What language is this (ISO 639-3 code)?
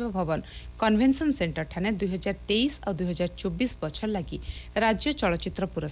ori